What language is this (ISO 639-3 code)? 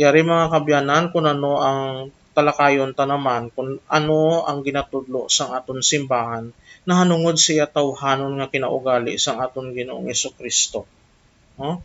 hil